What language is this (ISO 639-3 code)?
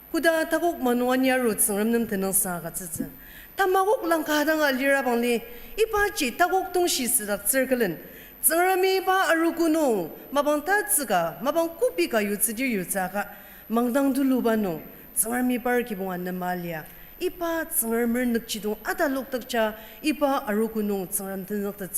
njo